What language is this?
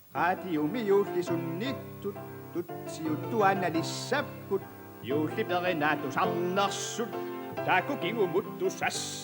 Kalaallisut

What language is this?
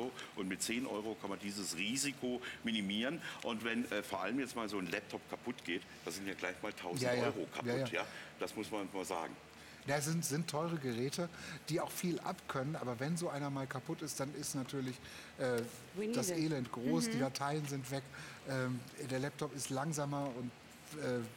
German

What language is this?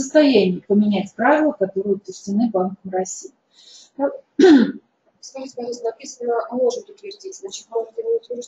Russian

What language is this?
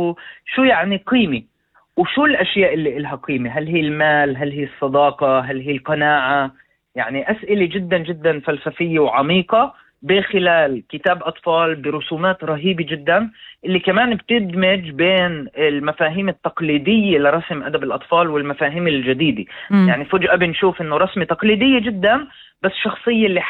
North Levantine Arabic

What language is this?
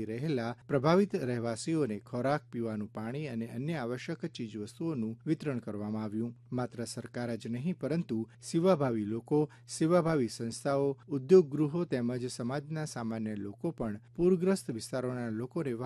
Gujarati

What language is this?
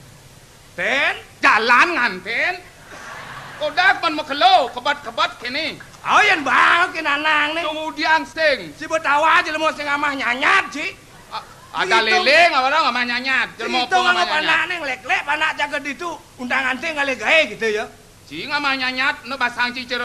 Balinese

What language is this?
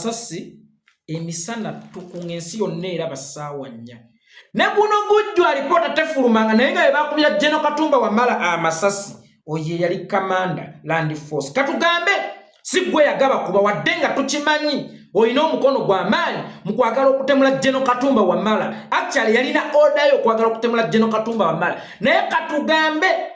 Ganda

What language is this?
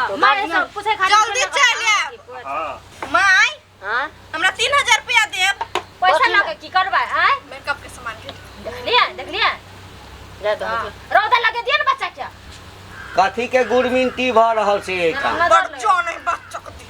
Maithili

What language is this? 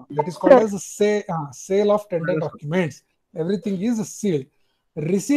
Kannada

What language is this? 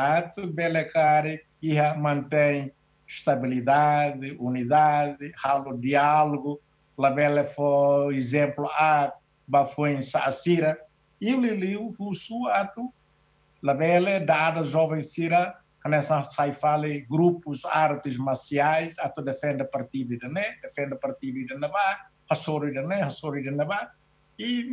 Tetum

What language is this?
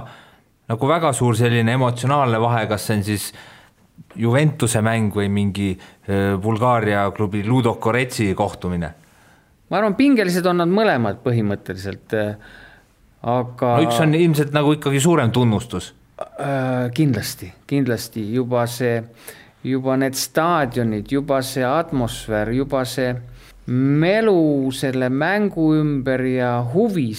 Estonian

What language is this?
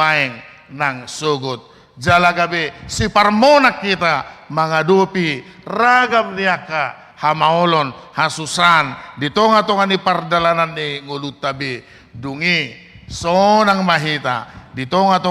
Batak Toba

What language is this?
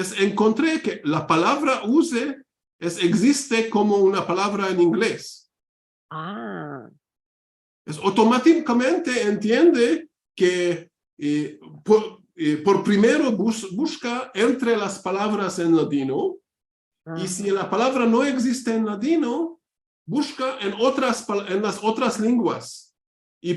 Ladino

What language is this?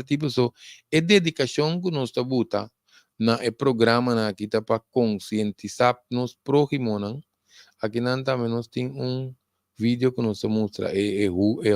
Papiamento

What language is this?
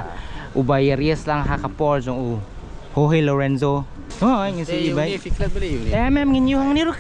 Khasi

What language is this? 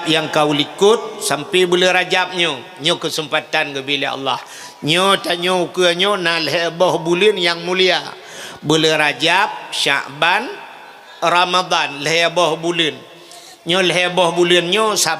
Achinese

